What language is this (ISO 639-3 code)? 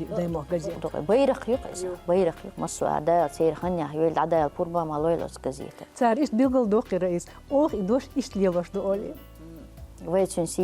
che